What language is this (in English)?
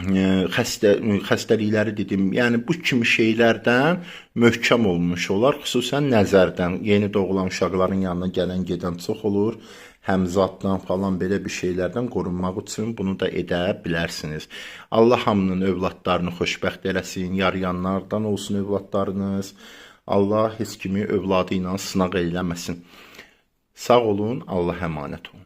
Azerbaijani